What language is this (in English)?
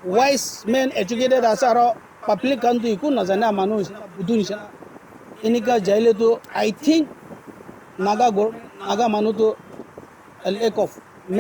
Naga Pidgin